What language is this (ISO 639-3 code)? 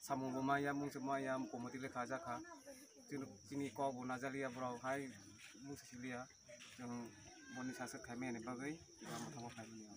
trp